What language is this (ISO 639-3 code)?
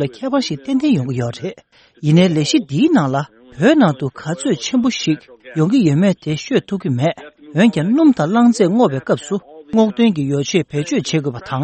bod